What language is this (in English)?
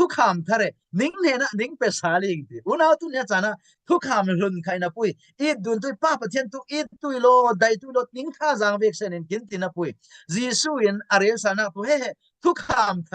Falam Chin